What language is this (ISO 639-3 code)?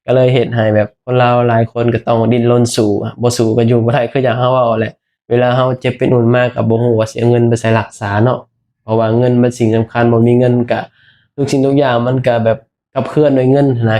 lao